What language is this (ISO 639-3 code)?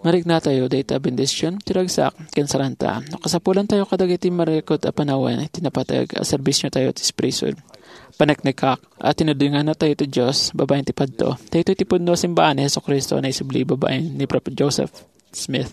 ilo